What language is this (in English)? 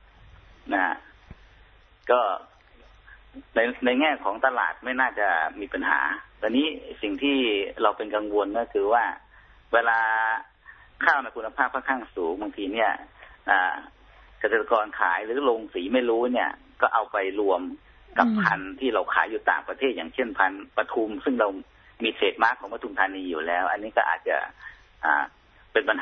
Thai